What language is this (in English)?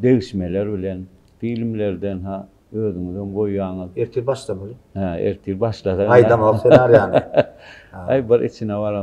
Turkmen